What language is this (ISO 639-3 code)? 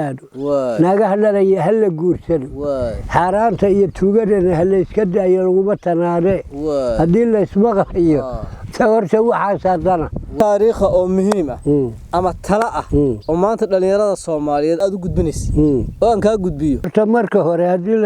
som